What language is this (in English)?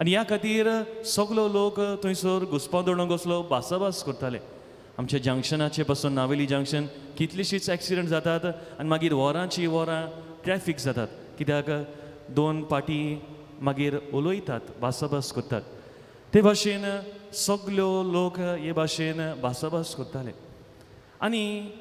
Konkani